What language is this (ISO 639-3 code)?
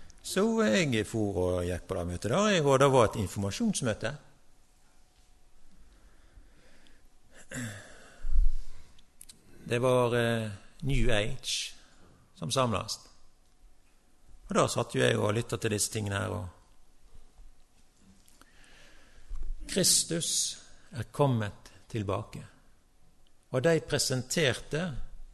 nor